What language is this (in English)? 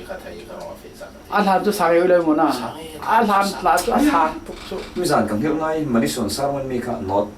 Falam Chin